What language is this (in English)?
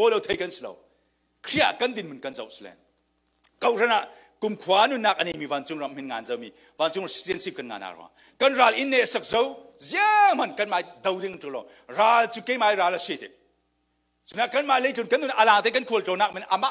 Falam Chin